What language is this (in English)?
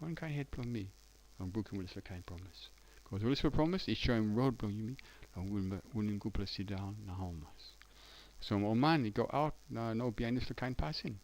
Tok Pisin